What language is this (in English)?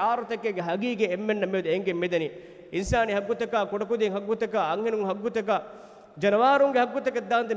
Divehi